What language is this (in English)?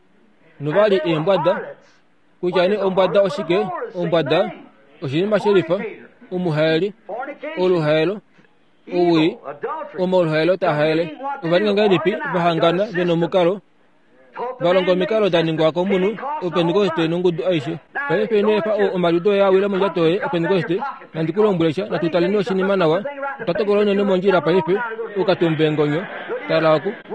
Kuanyama